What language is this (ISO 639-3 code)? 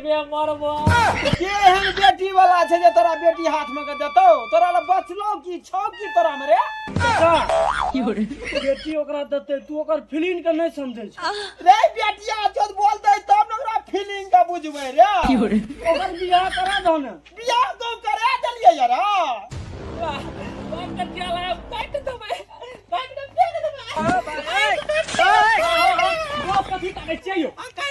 mai